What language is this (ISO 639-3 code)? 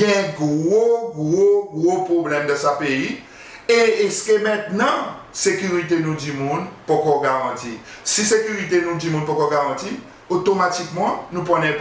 crs